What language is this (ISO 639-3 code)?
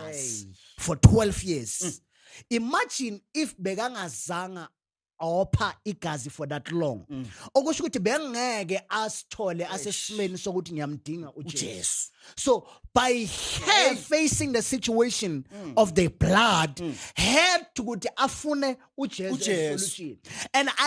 zul